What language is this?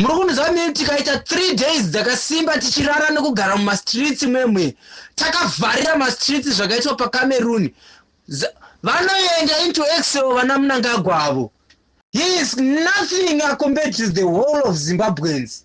Shona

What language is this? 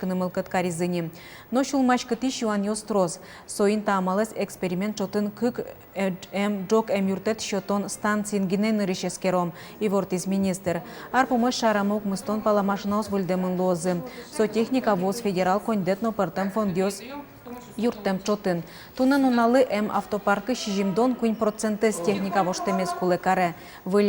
Udmurt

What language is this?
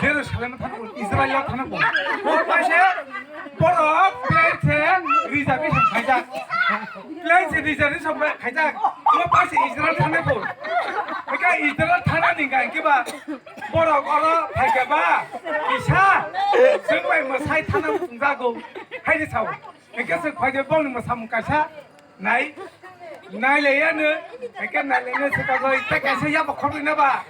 Kok Borok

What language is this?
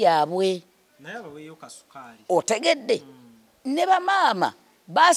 Ganda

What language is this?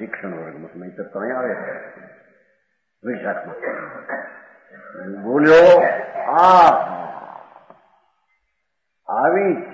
Gujarati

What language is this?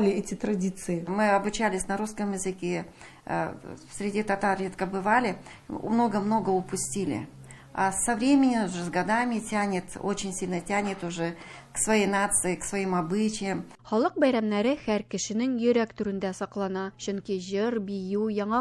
Tatar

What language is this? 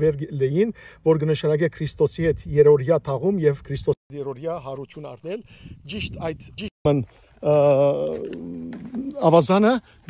Western Armenian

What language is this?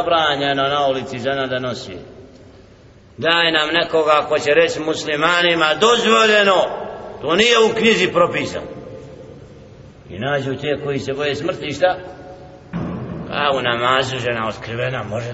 Bosnian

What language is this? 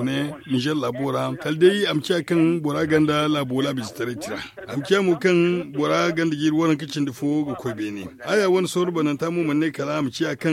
Zarma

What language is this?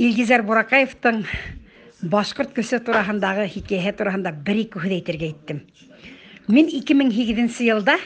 Bashkir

